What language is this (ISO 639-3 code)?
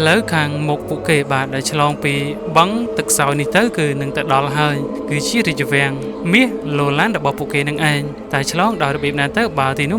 khm